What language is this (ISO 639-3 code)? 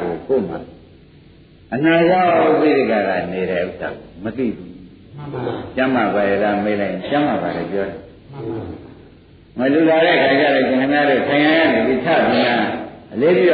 mya